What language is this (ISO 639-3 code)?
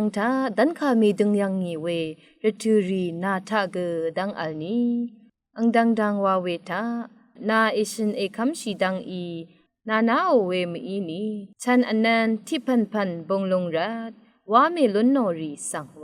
raw